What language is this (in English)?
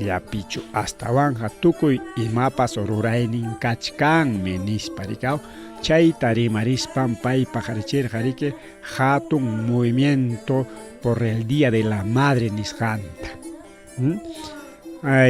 Ayacucho Quechua